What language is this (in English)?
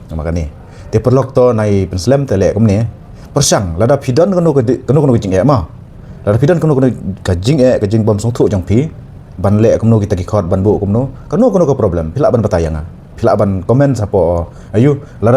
Khasi